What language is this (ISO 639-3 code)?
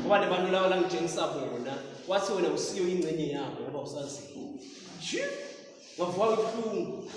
ssw